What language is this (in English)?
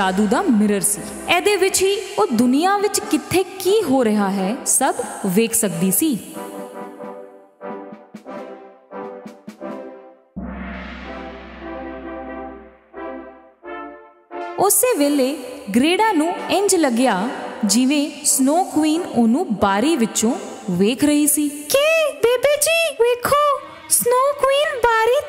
Punjabi